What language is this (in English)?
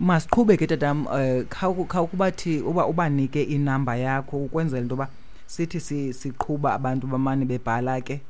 Xhosa